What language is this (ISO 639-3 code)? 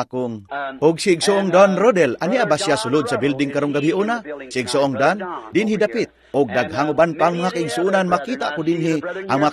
ceb